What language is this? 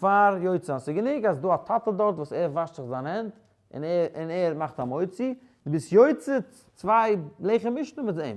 Yiddish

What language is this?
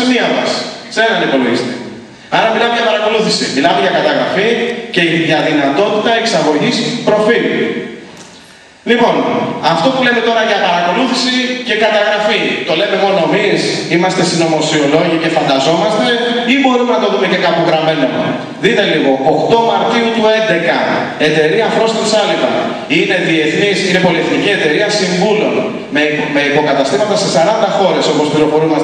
Greek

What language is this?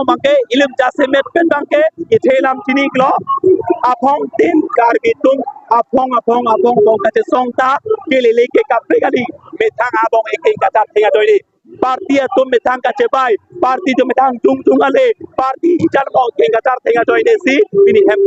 Karbi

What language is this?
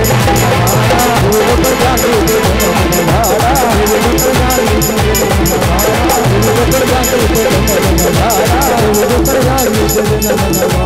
Hindi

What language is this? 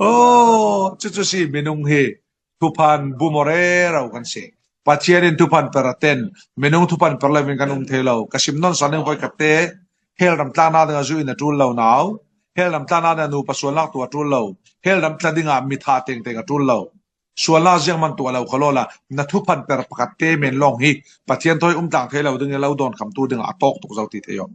Falam Chin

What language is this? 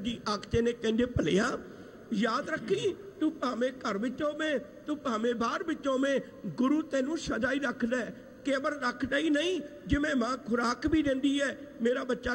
Punjabi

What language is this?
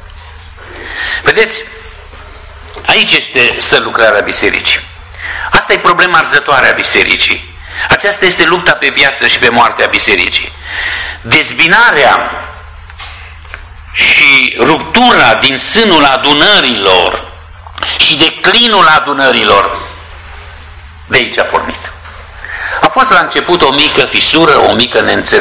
Romanian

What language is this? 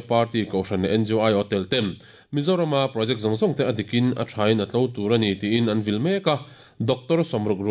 Mizo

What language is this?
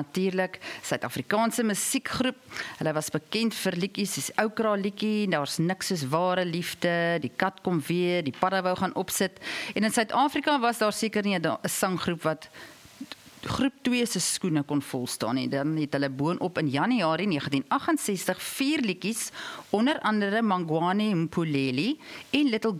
Afrikaans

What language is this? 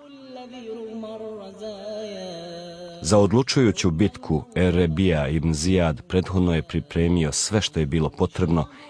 Bosnian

